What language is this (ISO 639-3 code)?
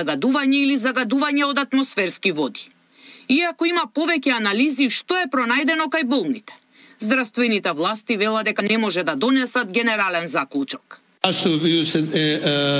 mkd